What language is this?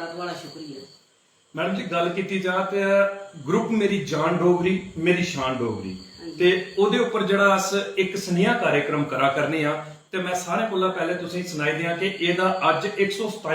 Dogri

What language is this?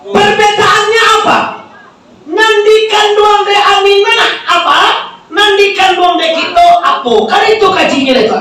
Minangkabau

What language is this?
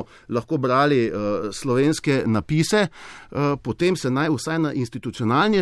Slovenian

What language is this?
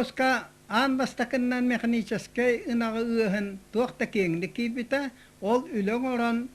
Yakut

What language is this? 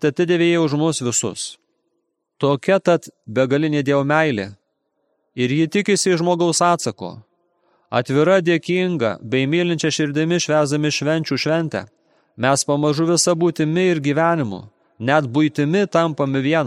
Lithuanian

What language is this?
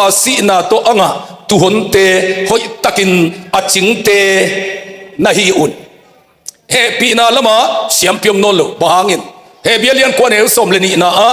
Tedim Chin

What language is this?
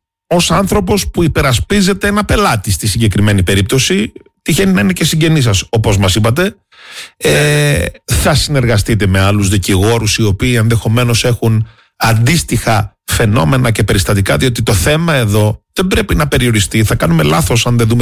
Greek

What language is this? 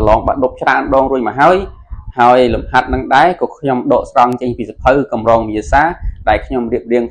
Khmer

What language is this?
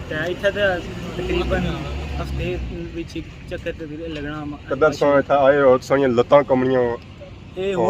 Pahari-Potwari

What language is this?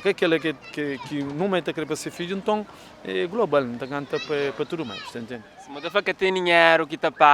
Kabuverdianu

